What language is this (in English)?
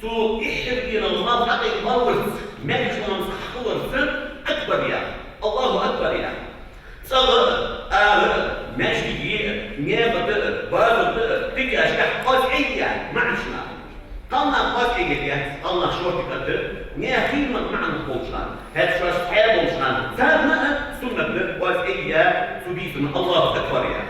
Ingush